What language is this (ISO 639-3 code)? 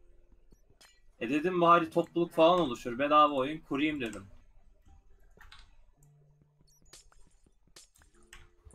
tur